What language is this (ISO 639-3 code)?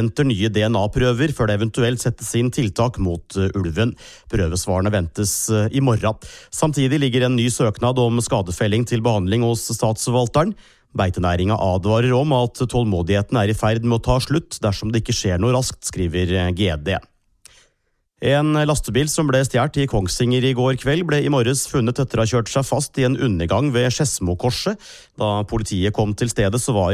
nor